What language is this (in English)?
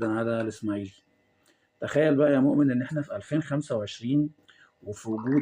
Egyptian Arabic